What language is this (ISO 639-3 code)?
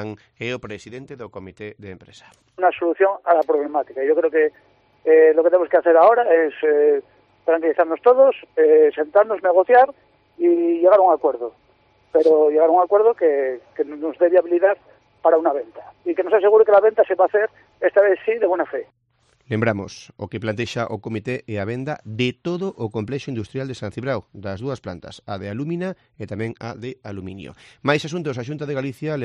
glg